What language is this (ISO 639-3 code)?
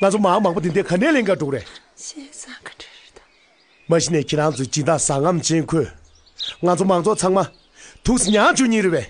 bod